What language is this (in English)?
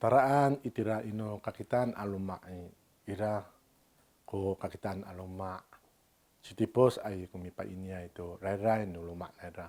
Amis